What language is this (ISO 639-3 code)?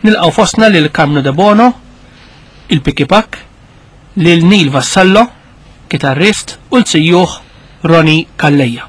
mlt